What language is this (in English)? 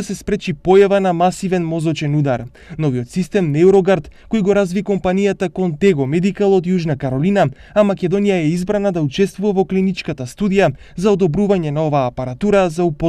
Macedonian